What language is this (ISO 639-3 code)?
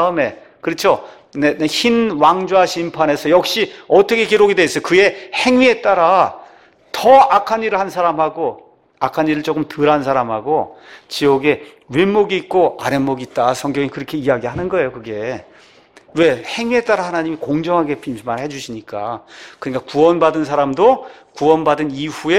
kor